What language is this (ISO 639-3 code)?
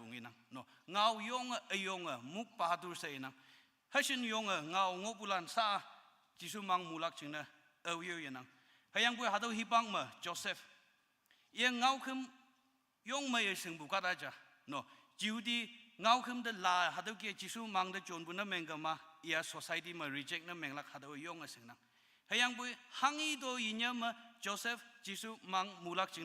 nbe